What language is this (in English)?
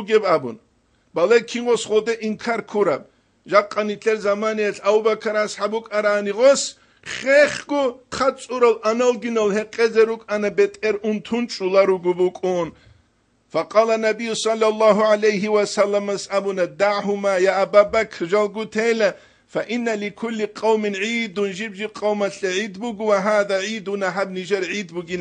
Avaric